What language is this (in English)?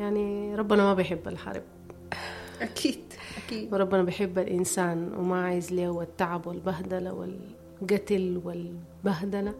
Sudanese Arabic